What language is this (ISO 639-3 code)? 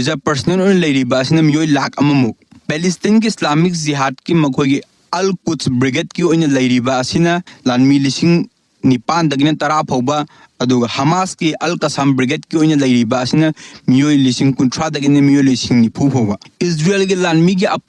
mni